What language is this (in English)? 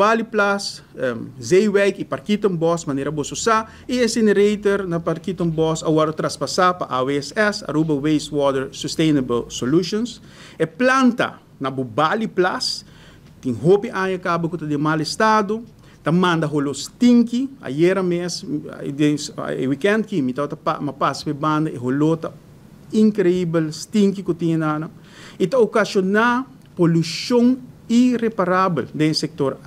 Papiamento